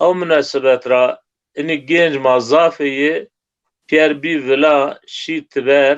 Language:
Zaza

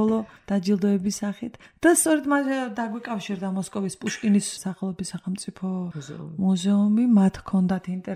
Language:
Georgian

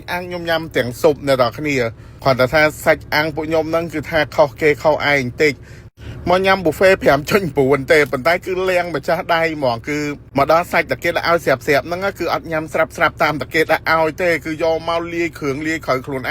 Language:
Khmer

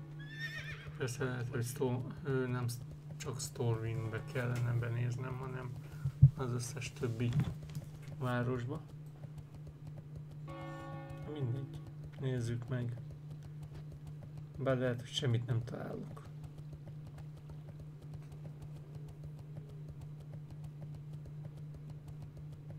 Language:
Hungarian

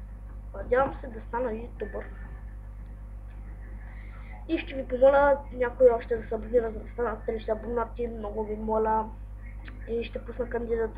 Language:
Bulgarian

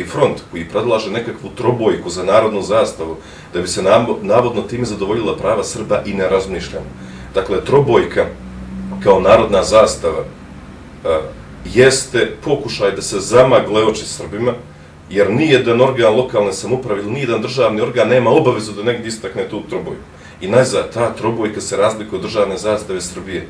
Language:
Bosnian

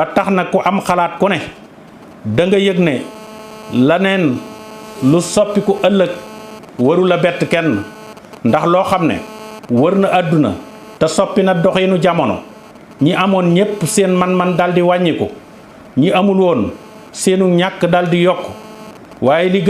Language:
Wolof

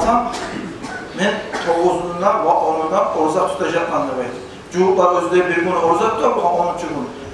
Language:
Kumyk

